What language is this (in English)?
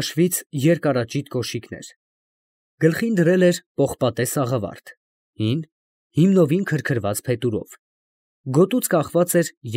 Armenian